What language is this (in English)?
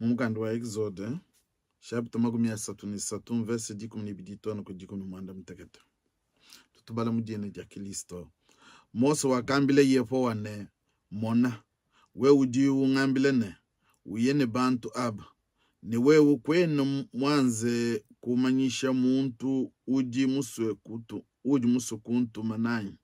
Luba-Lulua